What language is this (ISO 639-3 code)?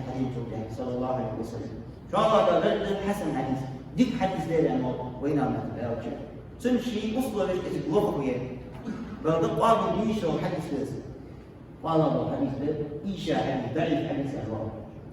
inh